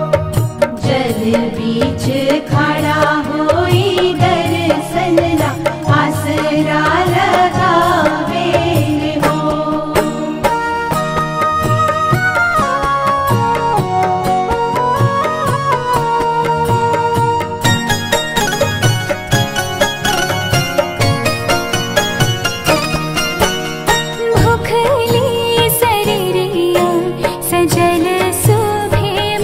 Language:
Bhojpuri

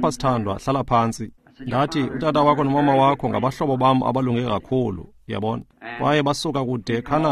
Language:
Xhosa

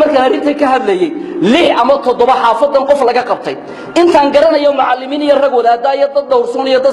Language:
Somali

